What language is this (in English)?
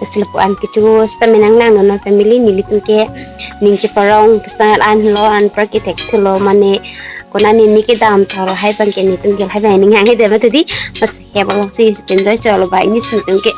Karbi